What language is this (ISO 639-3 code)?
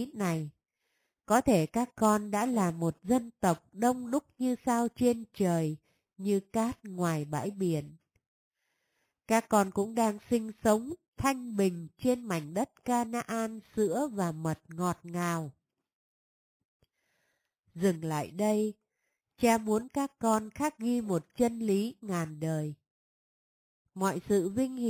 vie